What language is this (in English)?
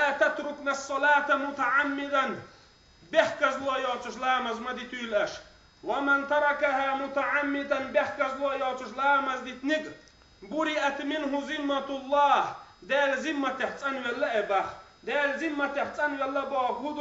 Chechen